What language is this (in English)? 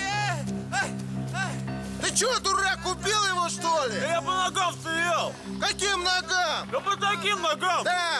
Russian